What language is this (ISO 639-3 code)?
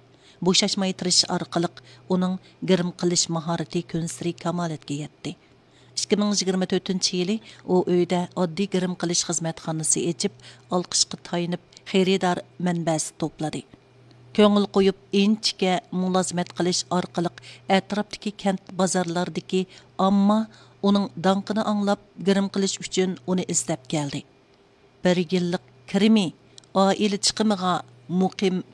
uig